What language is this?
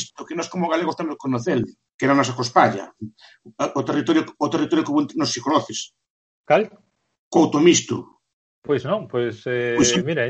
Galician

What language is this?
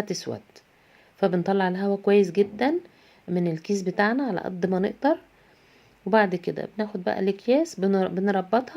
Egyptian Arabic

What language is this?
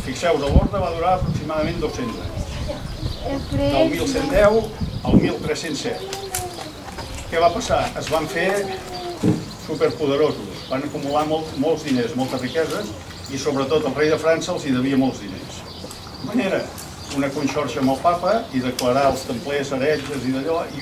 Catalan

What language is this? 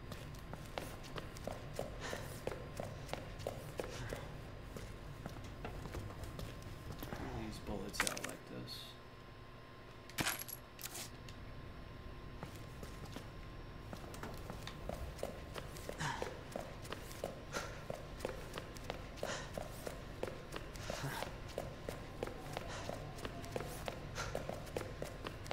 English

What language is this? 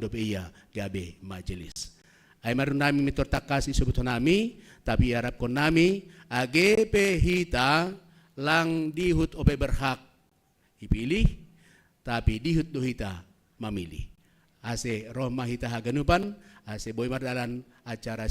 Batak Simalungun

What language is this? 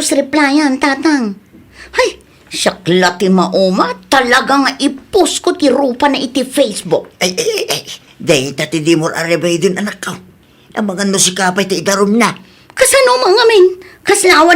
Iloko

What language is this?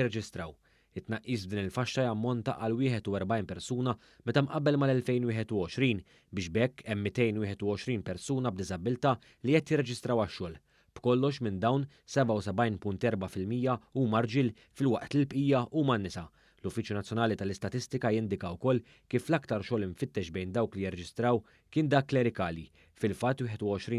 Maltese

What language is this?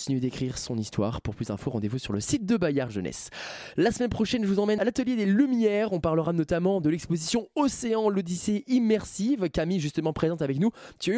French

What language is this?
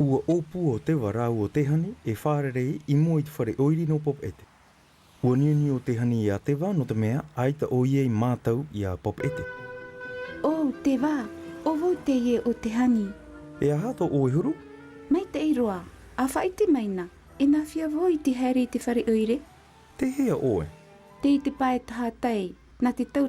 Tahitian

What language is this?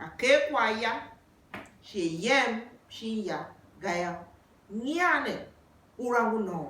Tiv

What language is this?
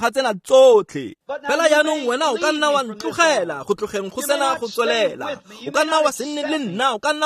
Tswana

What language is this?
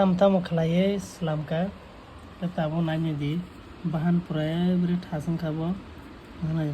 Kok Borok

